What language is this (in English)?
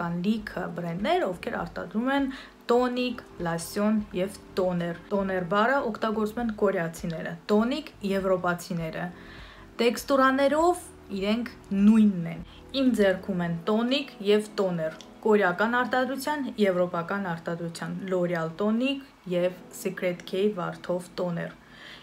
Armenian